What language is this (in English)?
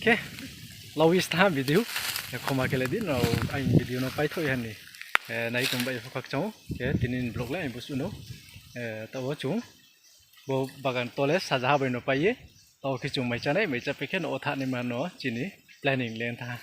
Riang (India)